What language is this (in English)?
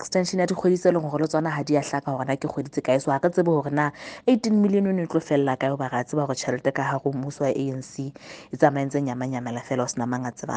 Southern Sotho